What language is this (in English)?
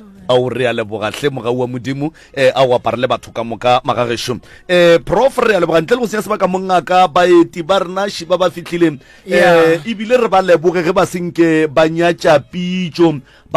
Northern Sotho